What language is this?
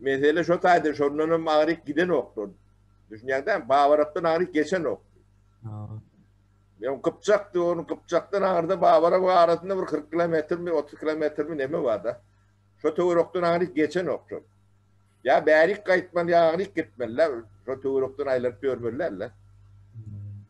Turkmen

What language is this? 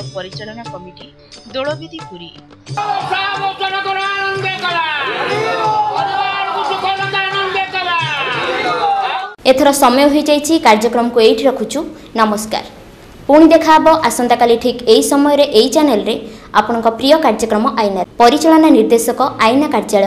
Odia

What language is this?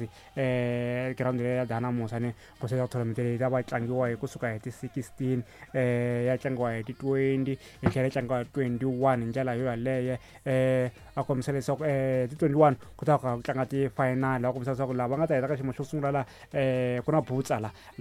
Tsonga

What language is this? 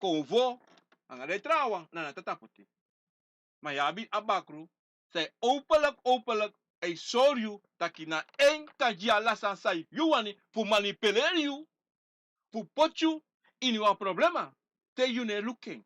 Sranan Tongo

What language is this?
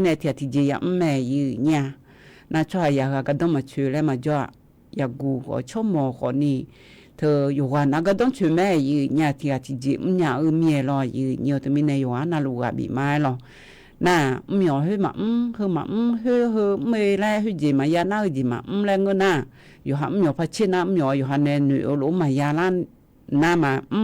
Akha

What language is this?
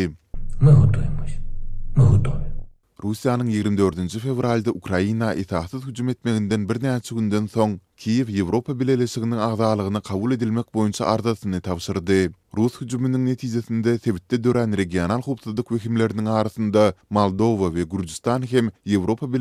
Turkmen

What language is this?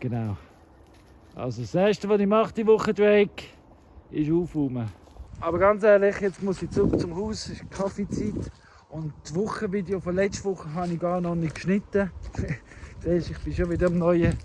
Swiss German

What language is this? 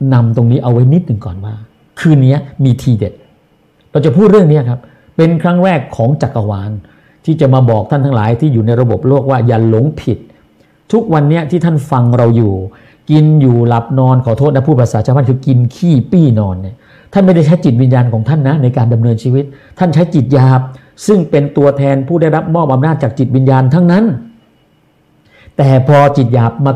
Thai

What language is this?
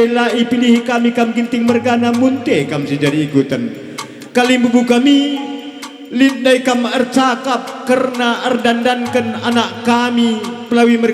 Batak Karo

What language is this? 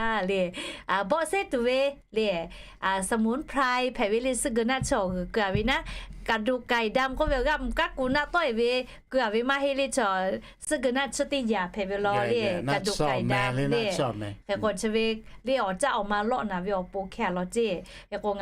Lahu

